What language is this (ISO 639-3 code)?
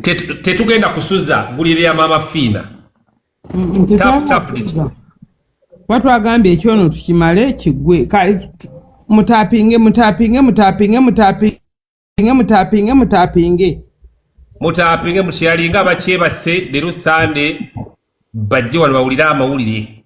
lug